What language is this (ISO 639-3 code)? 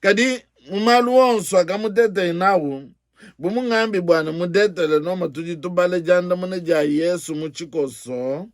lua